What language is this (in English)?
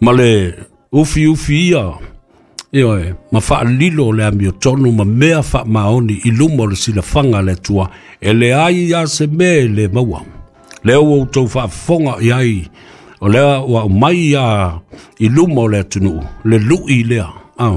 Samoan